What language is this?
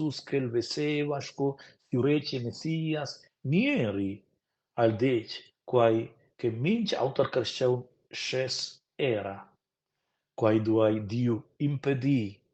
Romansh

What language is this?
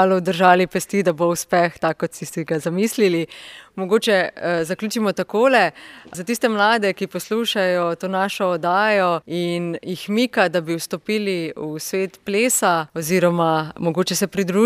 Slovenian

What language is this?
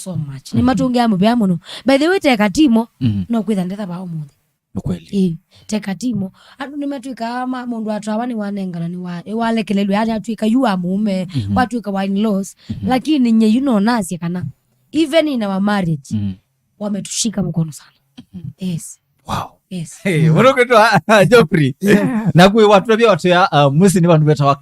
Kamba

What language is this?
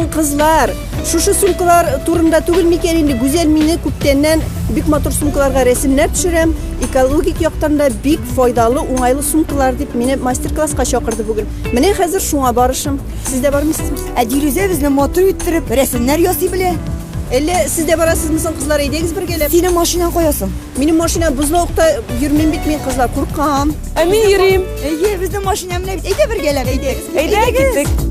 Tatar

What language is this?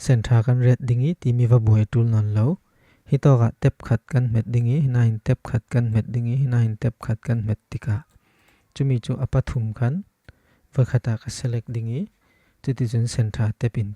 Falam Chin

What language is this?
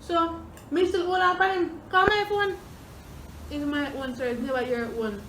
Jamaican Creole English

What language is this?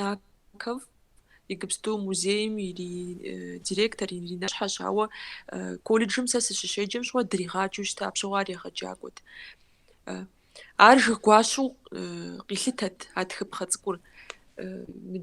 Kabardian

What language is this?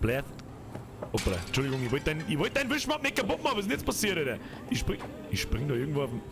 Bavarian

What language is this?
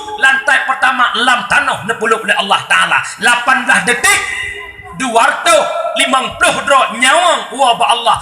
Achinese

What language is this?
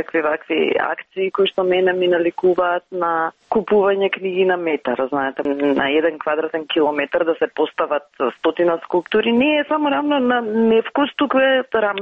Macedonian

